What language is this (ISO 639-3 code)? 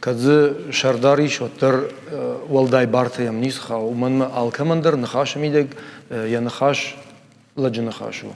oss